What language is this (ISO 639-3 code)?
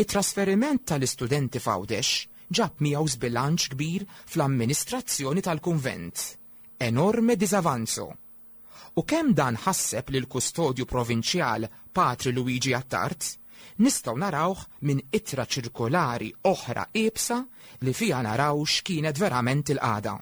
mlt